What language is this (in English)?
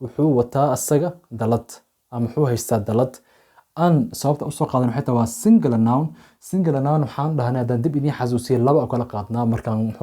Somali